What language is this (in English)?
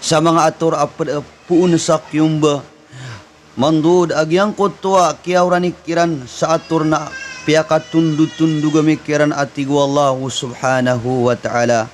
Maranao